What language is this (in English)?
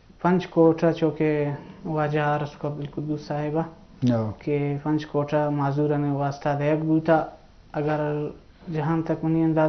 Eastern Balochi